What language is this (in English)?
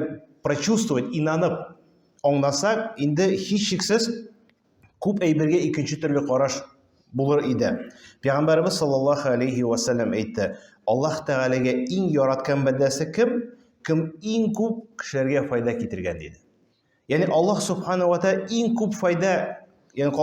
Tatar